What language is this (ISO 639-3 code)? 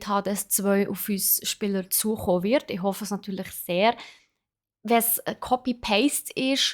gsw